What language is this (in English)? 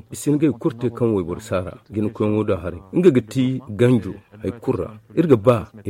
Zarma